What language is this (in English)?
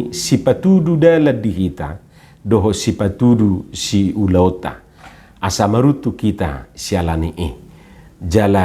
Batak Toba